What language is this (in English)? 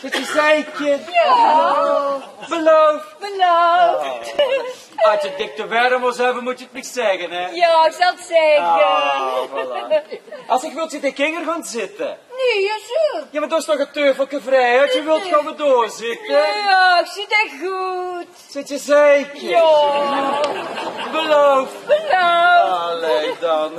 Limburgish